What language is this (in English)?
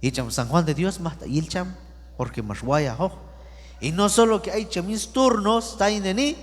Q'anjob'al